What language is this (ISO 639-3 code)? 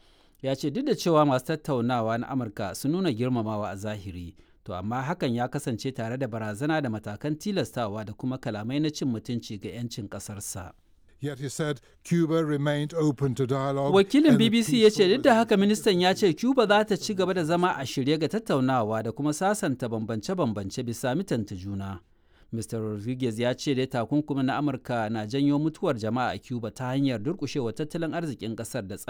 hau